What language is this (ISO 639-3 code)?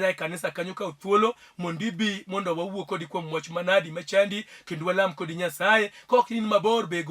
luo